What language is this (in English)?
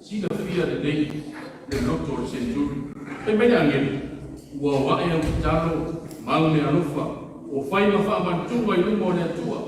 Samoan